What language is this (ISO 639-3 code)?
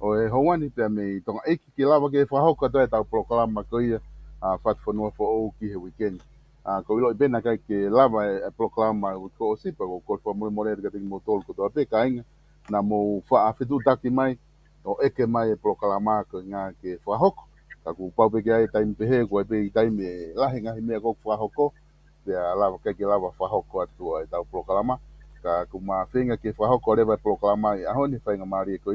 ton